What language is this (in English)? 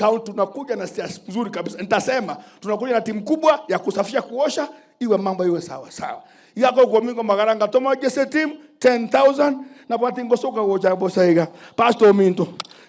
Gusii